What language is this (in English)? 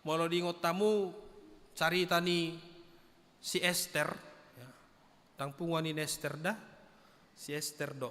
Batak Toba